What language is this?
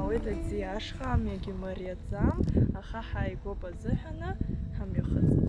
Abkhazian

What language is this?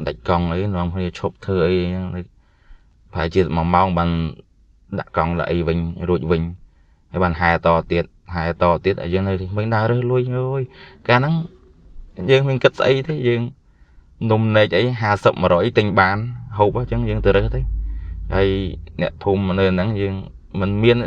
Khmer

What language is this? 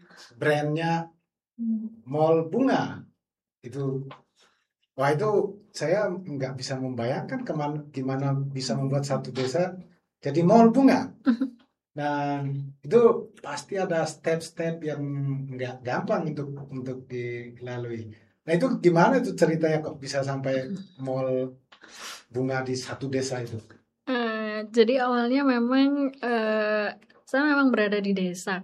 Indonesian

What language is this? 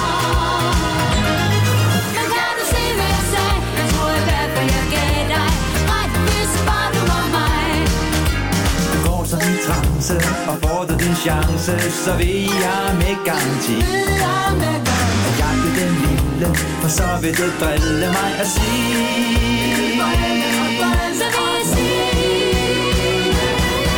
Danish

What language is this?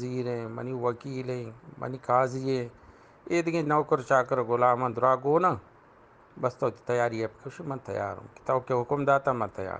Eastern Balochi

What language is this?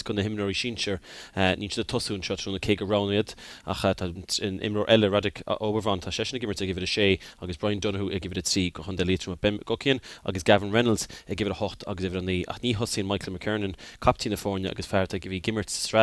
Irish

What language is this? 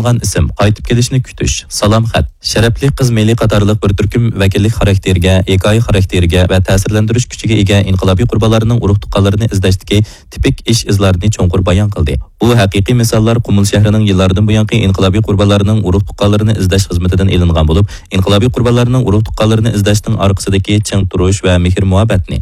Uyghur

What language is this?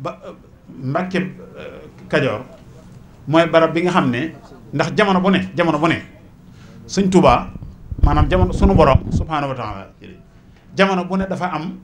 Wolof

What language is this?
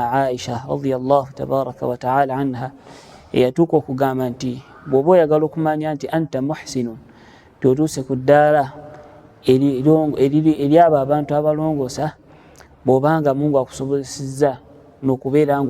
Ganda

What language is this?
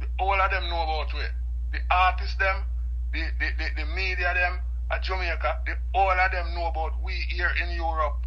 Jamaican Creole English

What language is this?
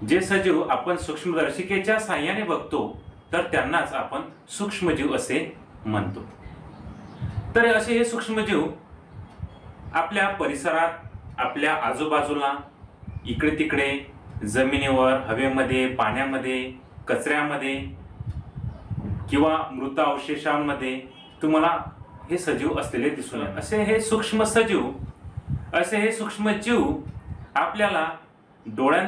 Marathi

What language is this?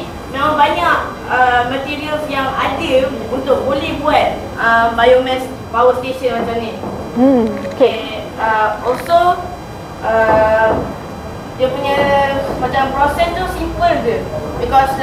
Malay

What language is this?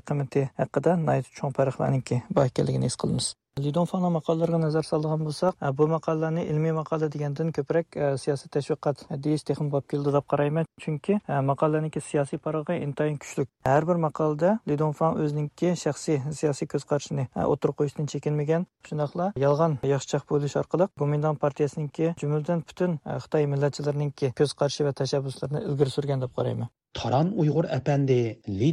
Uyghur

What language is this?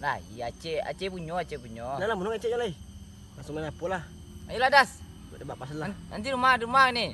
Minangkabau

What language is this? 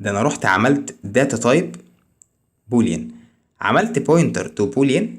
Egyptian Arabic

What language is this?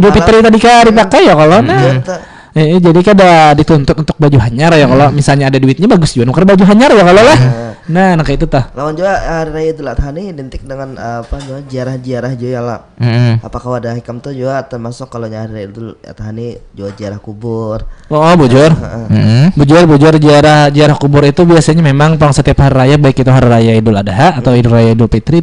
Banjar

